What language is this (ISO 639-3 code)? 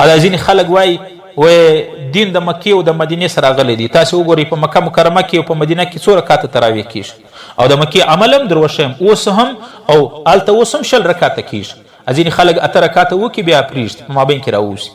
pus